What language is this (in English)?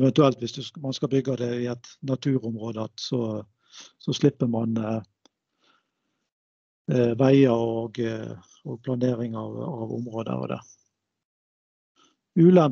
Norwegian